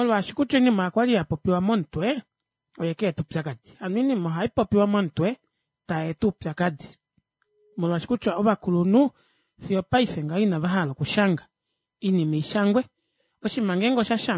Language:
Kuanyama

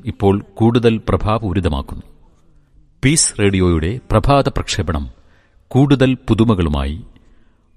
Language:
Malayalam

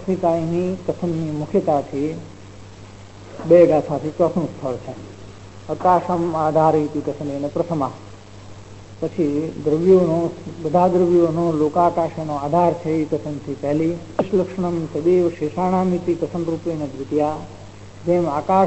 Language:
Gujarati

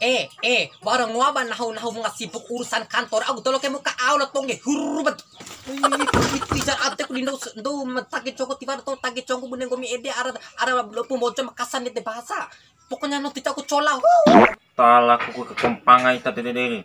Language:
Bima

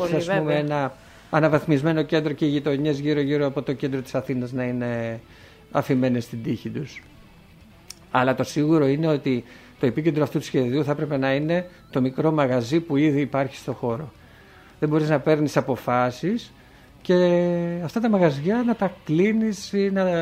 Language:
Greek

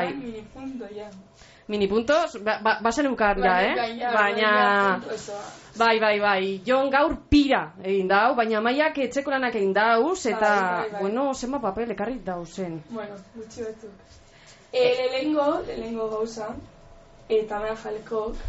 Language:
Basque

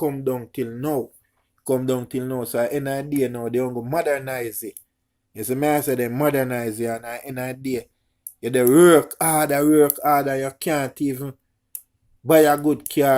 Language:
Jamaican Creole English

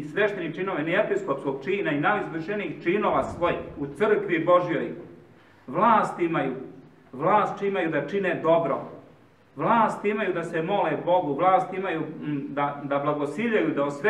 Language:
Serbian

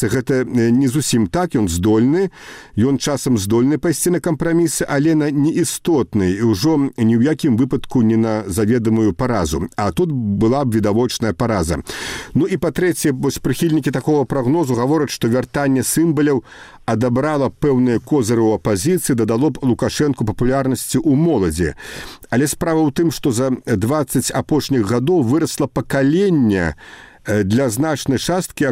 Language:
Belarusian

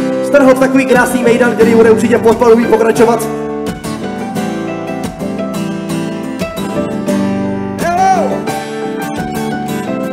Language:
Czech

